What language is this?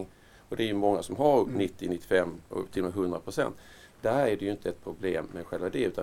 Swedish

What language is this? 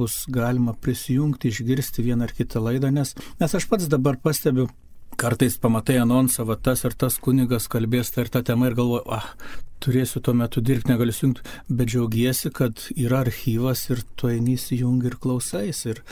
Lithuanian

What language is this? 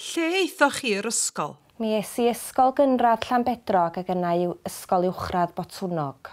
Welsh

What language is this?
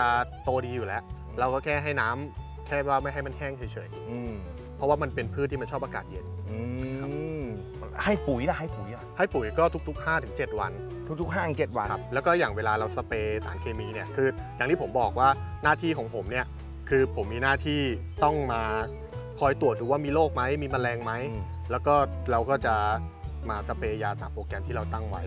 Thai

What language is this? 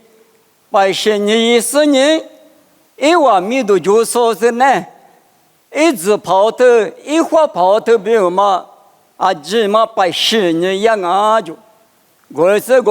Lisu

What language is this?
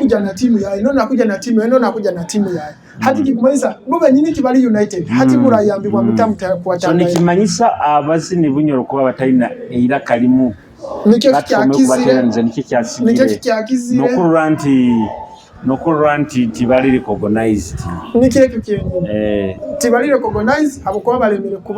Nyoro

